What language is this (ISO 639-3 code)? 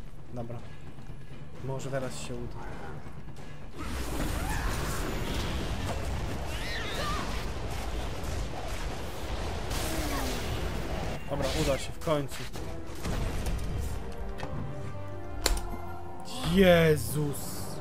pol